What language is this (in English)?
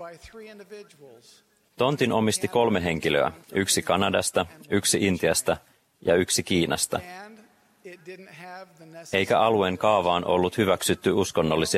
Finnish